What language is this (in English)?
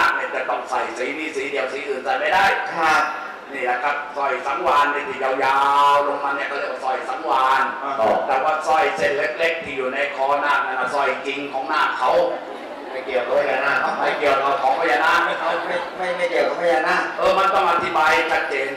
Thai